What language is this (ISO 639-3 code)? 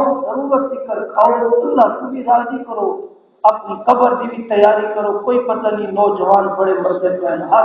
skr